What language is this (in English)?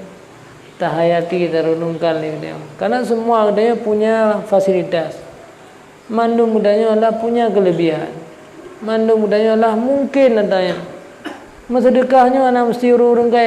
Achinese